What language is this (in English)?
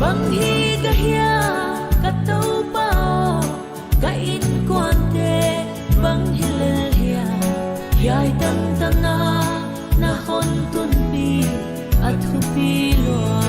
Paite Chin